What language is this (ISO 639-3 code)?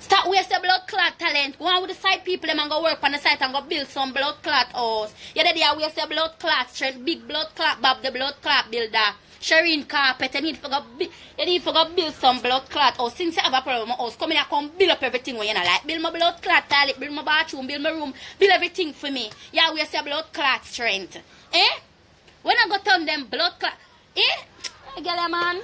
jam